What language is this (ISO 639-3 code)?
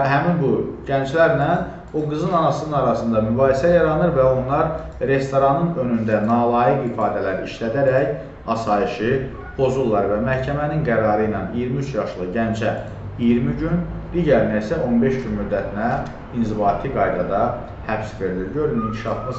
aze